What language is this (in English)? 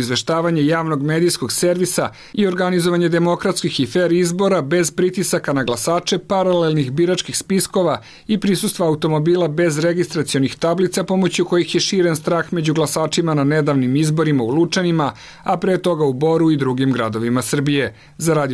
Serbian